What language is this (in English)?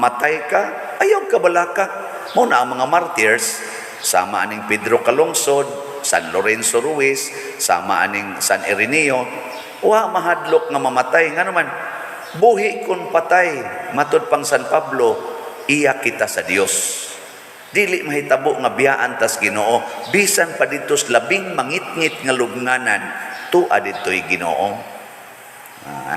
Cebuano